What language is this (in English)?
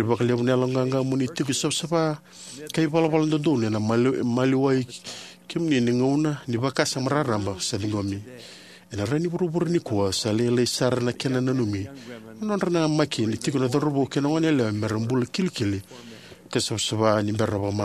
Fijian